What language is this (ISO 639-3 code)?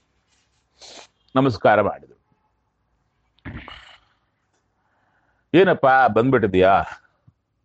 kan